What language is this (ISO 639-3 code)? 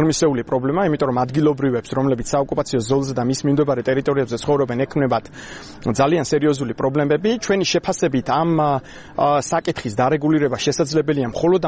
kat